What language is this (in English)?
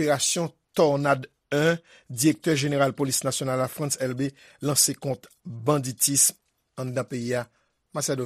Haitian Creole